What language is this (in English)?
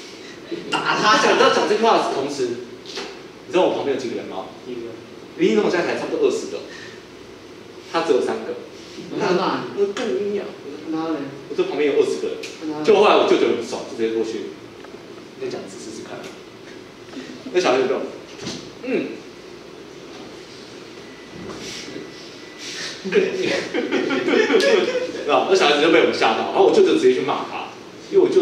Chinese